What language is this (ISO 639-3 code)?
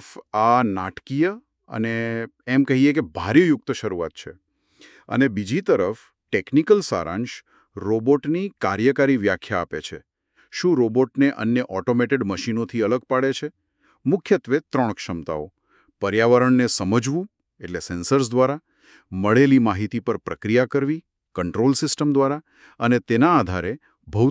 guj